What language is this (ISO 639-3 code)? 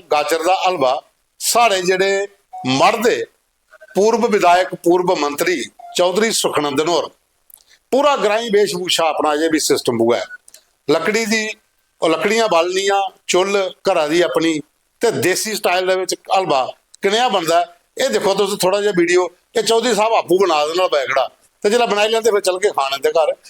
doi